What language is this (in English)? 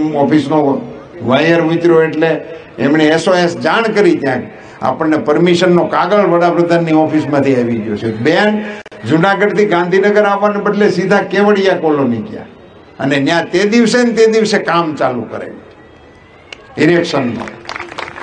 Gujarati